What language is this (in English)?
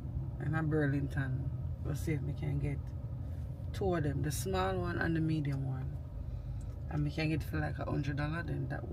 Jamaican Creole English